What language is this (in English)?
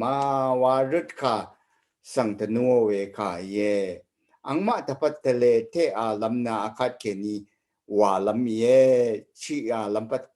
Rawang